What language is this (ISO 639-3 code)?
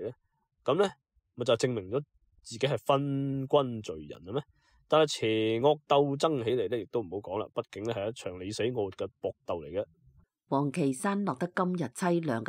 yue